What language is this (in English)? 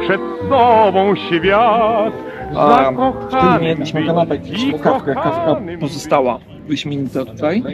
Polish